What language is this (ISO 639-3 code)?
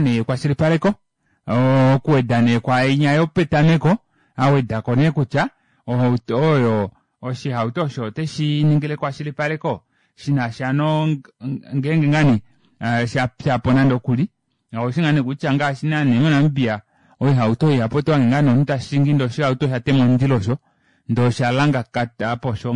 kua